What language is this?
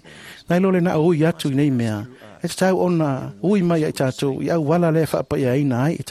Samoan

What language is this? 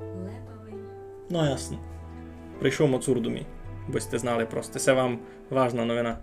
Rusyn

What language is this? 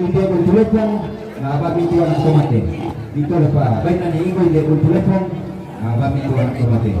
Toraja-Sa'dan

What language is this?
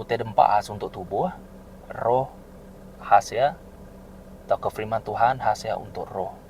Iban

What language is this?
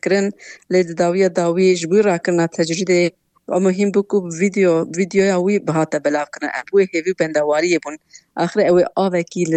Kurdish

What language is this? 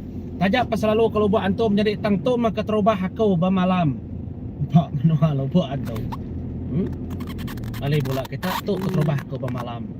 Iban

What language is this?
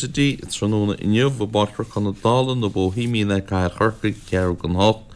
Irish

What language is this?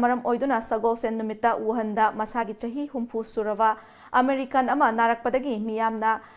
Manipuri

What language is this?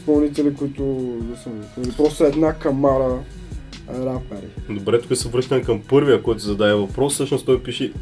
Bulgarian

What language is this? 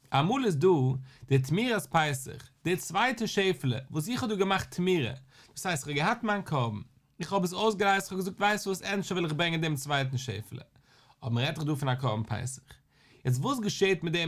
Yiddish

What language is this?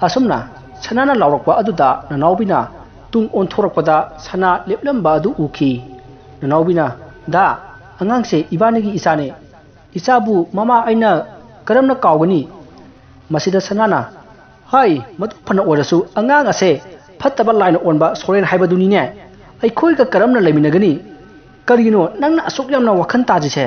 Manipuri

